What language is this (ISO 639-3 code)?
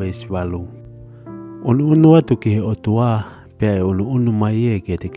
ton